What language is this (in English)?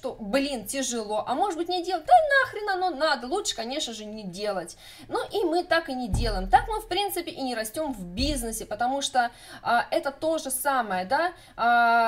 Russian